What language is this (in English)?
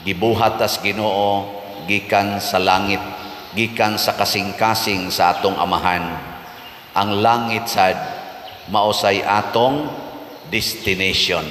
Cebuano